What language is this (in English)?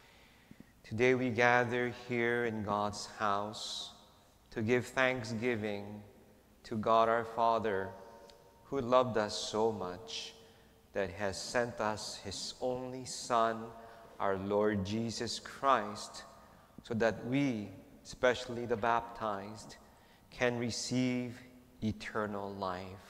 English